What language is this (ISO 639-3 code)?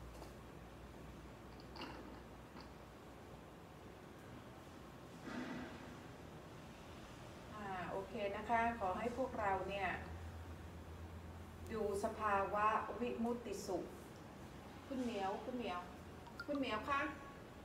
tha